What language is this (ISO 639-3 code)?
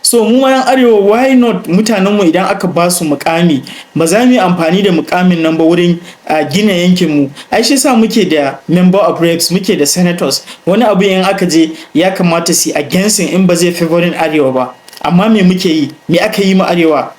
hau